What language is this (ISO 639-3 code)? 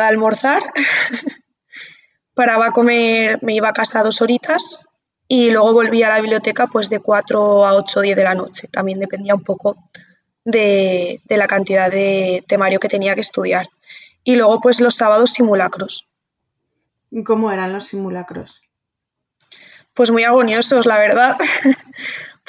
spa